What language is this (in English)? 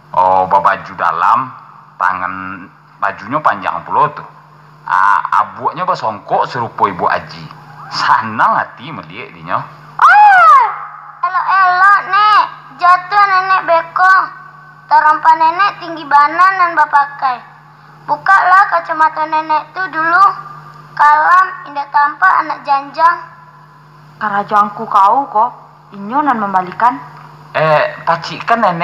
Minangkabau